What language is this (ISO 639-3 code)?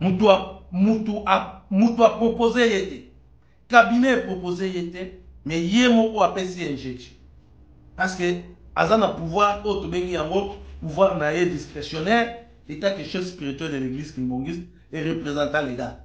lin